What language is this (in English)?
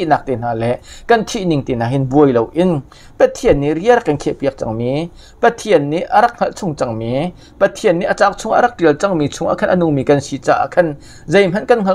Hakha Chin